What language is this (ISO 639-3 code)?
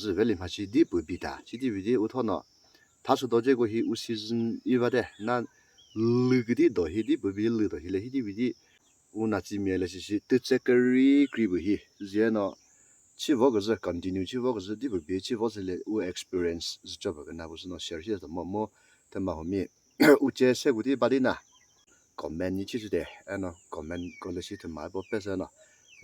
nri